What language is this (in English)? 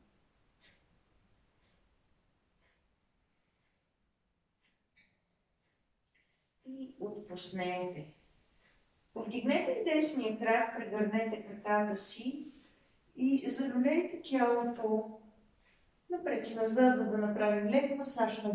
Bulgarian